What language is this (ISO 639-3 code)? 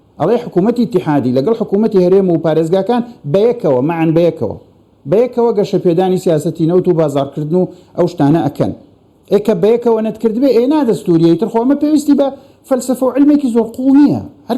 ckb